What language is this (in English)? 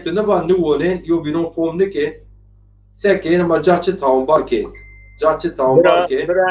Zaza